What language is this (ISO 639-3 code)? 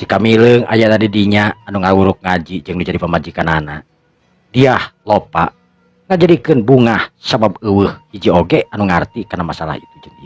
sun